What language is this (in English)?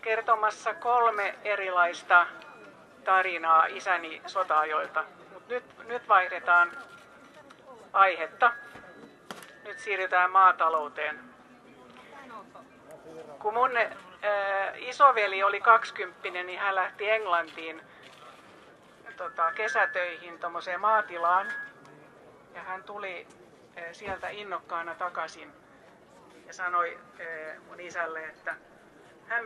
Finnish